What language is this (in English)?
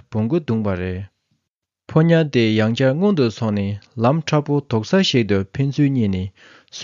Tibetan